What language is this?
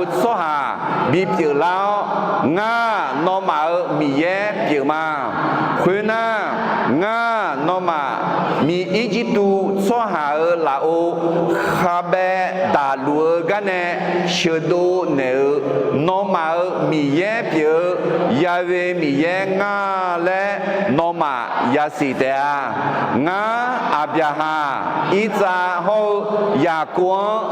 Akha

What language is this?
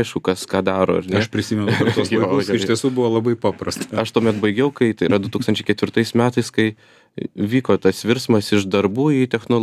Lithuanian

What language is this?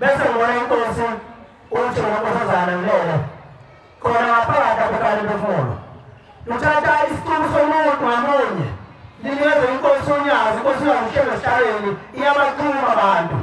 Zulu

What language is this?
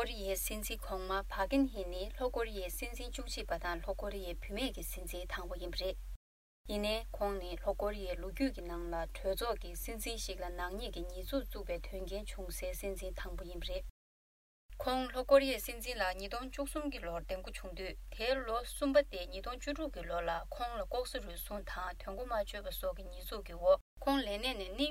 Tibetan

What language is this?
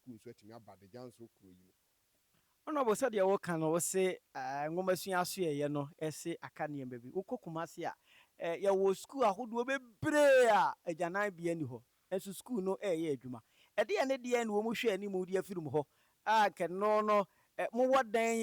Akan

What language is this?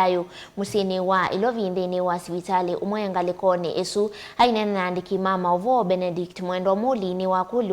Kamba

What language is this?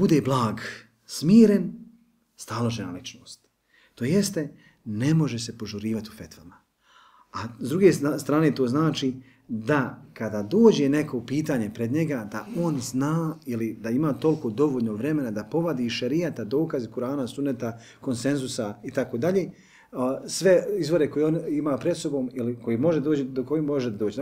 Bosnian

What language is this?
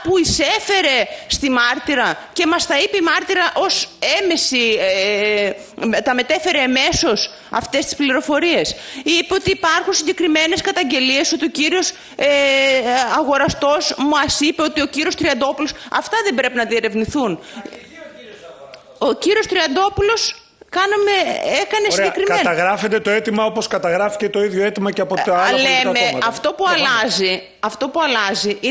Greek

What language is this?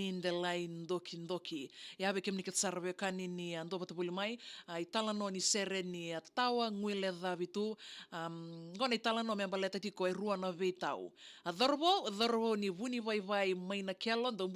Fijian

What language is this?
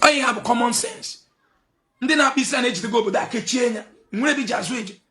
Igbo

